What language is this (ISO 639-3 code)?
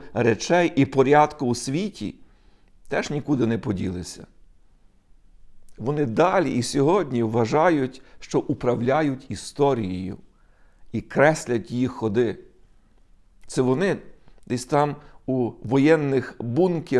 ukr